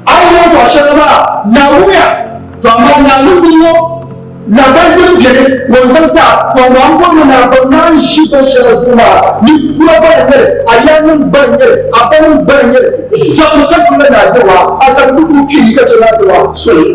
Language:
Dagbani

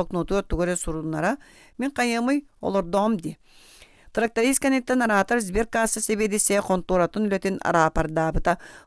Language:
Yakut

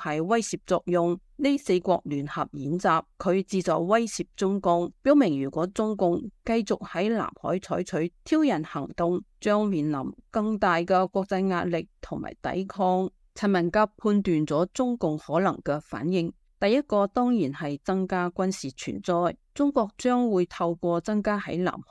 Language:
Cantonese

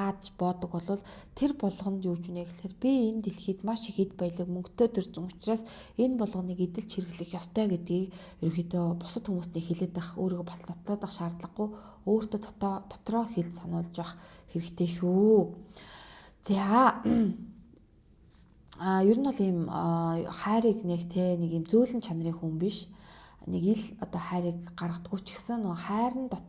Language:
Mongolian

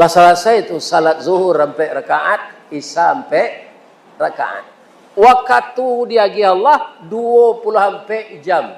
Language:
Minangkabau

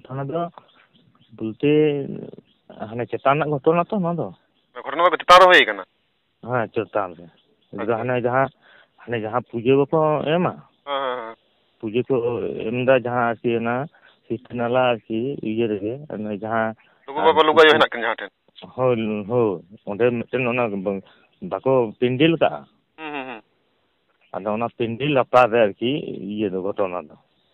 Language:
Santali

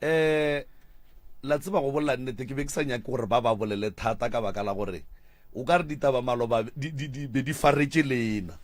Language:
Northern Sotho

